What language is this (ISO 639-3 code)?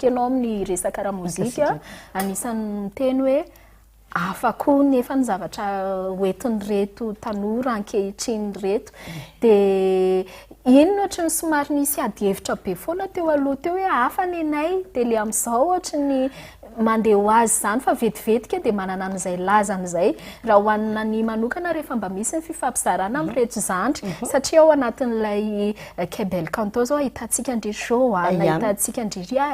mlg